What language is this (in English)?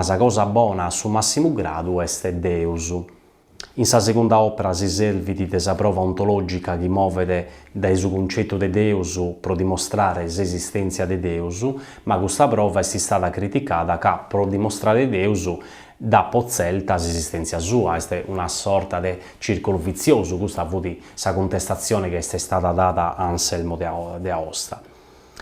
Sardinian